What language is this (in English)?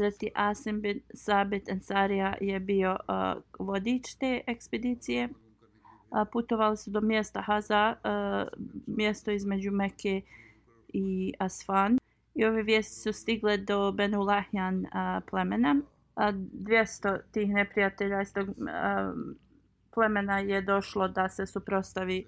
Bosnian